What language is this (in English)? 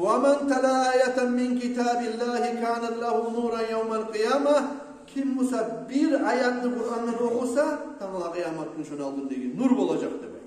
Kumyk